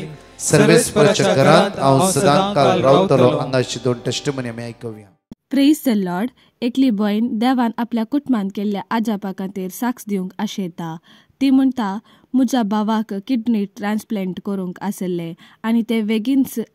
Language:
Konkani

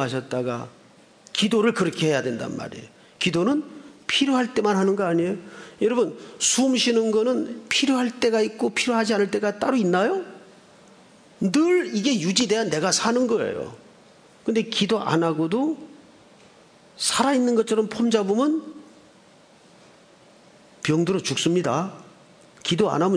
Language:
Korean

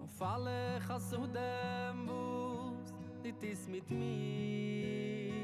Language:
Yiddish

